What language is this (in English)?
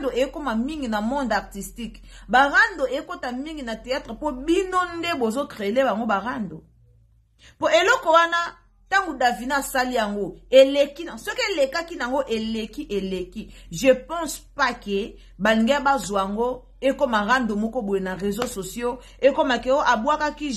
Lingala